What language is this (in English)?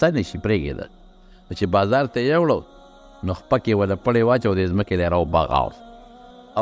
Pashto